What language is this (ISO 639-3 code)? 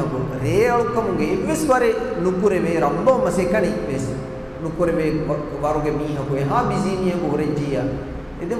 div